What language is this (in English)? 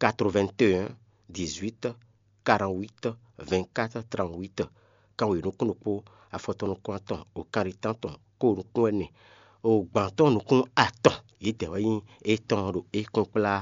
Fon